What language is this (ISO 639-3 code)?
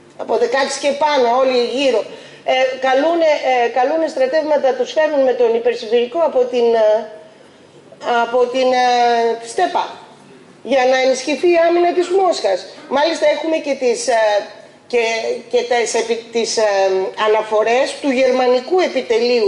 ell